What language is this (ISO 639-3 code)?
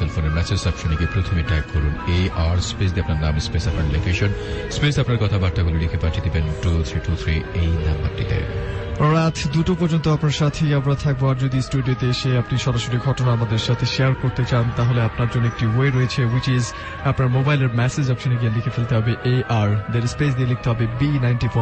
ben